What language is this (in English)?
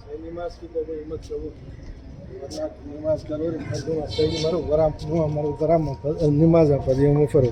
Brahui